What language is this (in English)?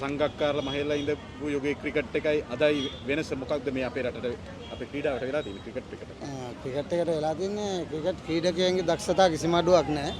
Sinhala